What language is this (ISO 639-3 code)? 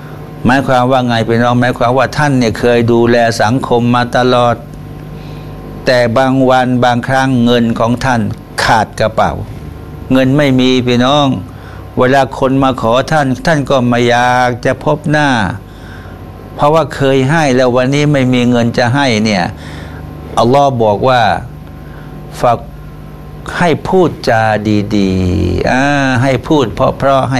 tha